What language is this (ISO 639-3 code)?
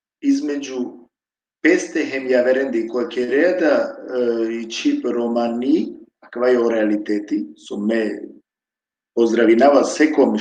rmn